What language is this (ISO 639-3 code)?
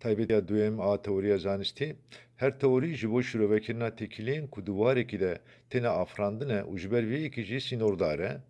kur